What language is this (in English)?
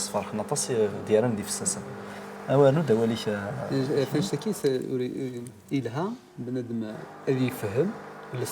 Kabyle